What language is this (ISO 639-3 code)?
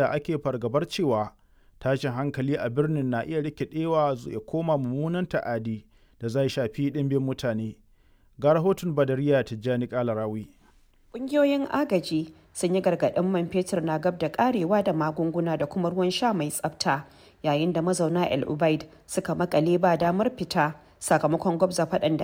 hau